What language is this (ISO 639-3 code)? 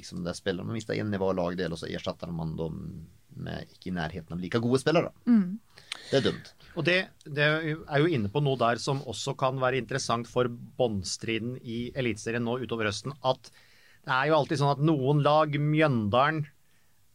nor